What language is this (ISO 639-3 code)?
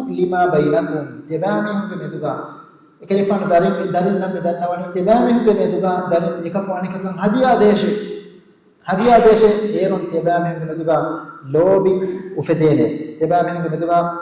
div